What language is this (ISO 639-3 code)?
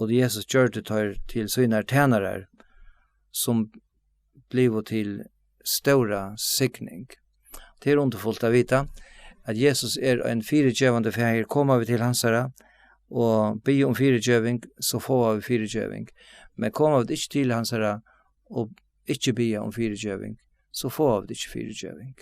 fao